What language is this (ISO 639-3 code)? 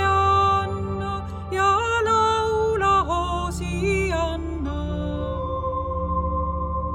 est